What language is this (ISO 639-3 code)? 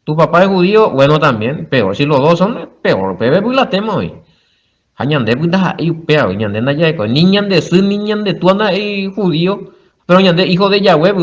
grn